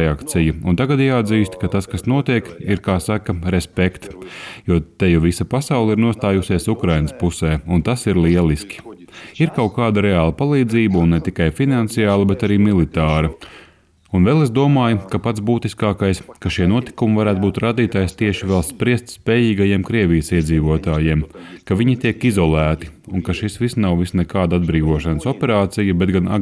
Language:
Latvian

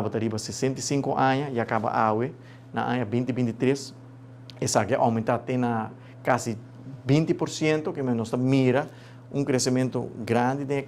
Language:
Papiamento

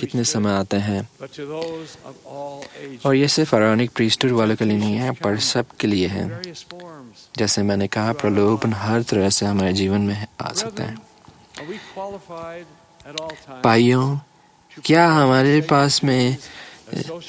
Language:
Hindi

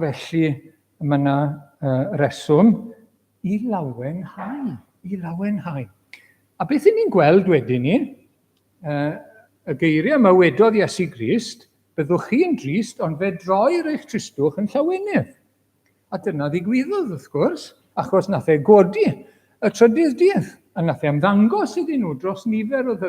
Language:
Welsh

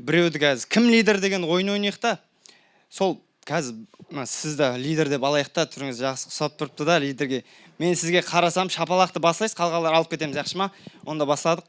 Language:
Kara-Kalpak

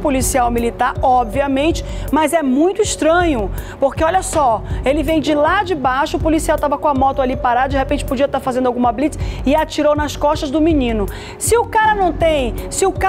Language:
Portuguese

